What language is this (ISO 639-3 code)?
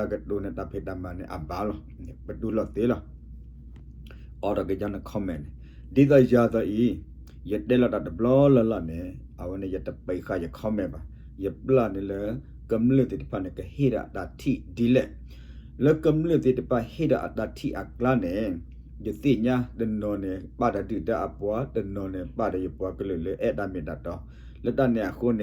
ksw